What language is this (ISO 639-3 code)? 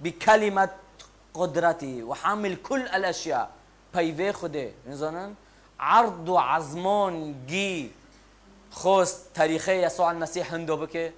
kur